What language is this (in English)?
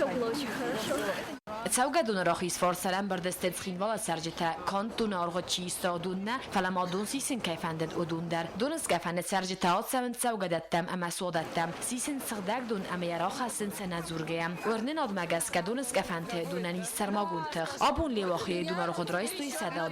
Ossetic